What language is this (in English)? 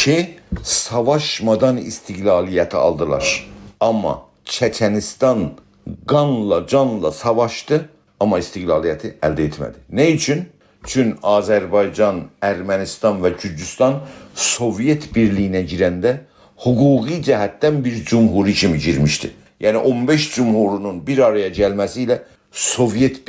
South Azerbaijani